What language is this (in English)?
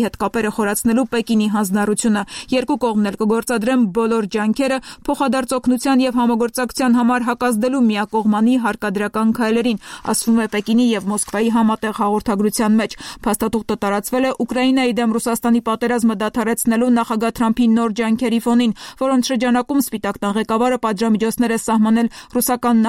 Armenian